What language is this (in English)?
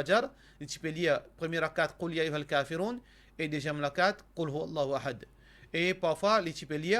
Morisyen